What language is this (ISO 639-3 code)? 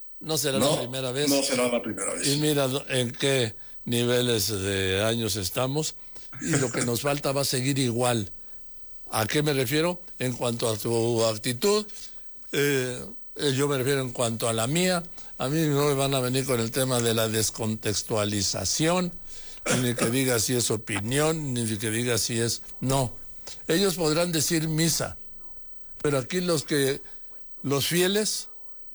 spa